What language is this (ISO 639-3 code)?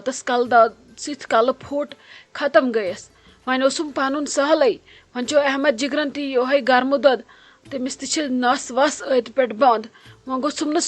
kas